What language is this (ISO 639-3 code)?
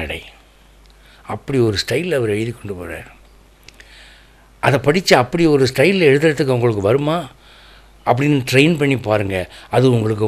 tam